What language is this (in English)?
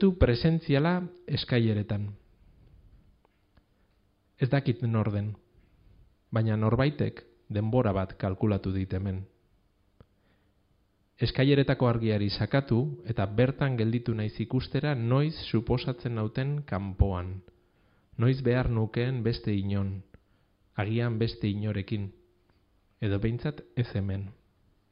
Basque